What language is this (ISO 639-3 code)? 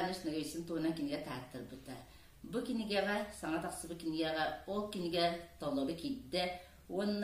sah